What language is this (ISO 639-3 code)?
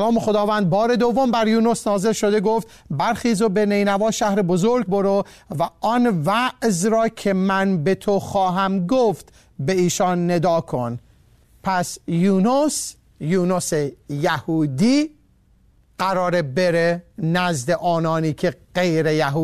fas